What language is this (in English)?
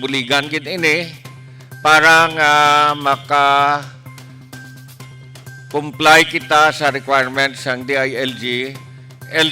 Hiligaynon